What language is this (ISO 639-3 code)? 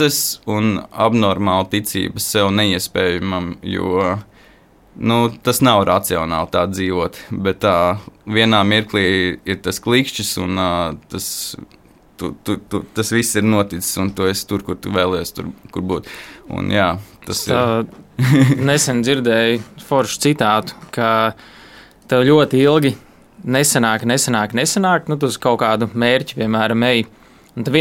lav